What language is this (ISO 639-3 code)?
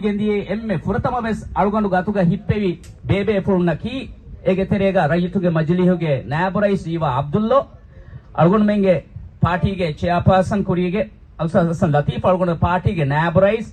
div